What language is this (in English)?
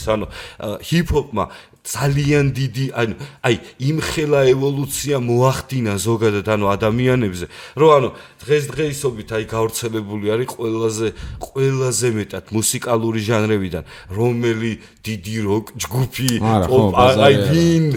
Georgian